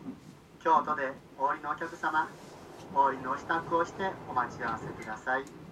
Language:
Japanese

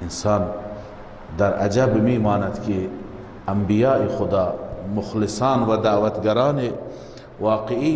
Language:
Persian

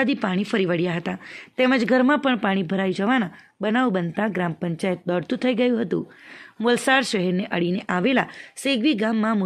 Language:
Gujarati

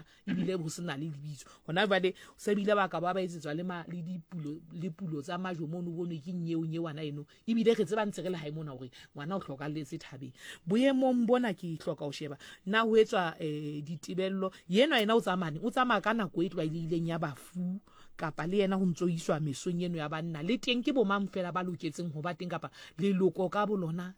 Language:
Southern Sotho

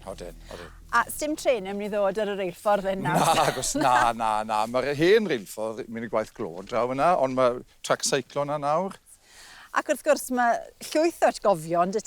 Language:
Welsh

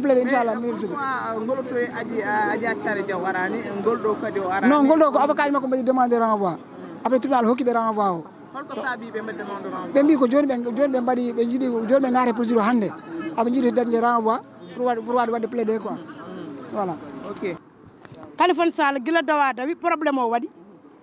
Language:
Fula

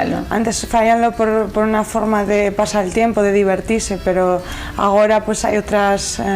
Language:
Asturian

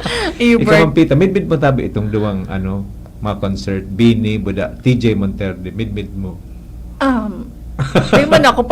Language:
Bikol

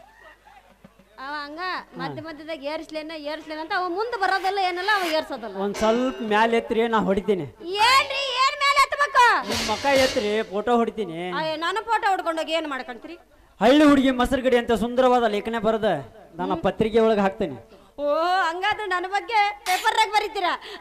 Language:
Kannada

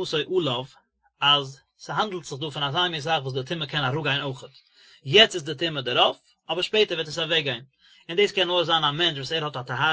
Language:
Yiddish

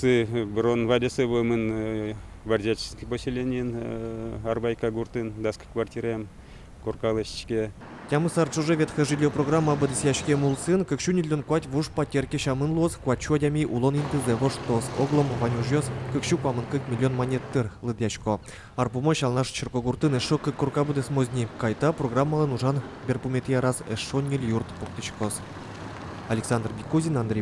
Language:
Udmurt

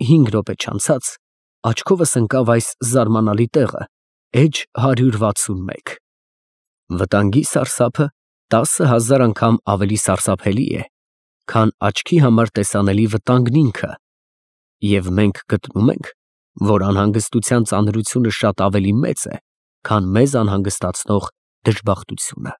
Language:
Armenian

